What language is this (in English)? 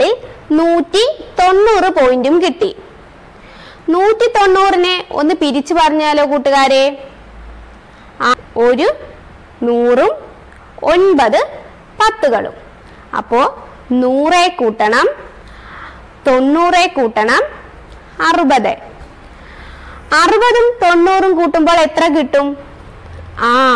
Malayalam